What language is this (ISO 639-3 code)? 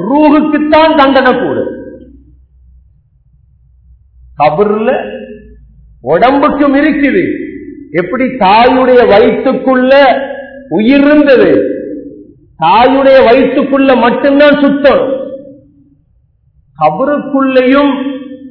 tam